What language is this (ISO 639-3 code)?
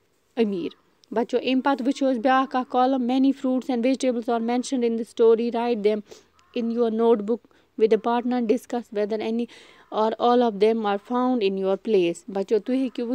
kas